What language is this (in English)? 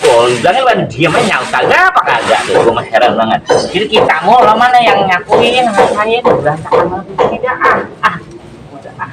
Betawi